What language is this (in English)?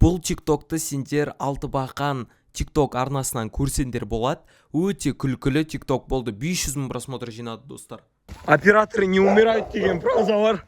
Kazakh